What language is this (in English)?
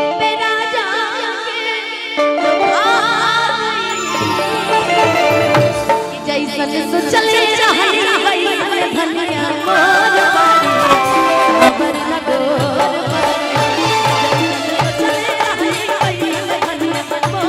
Bhojpuri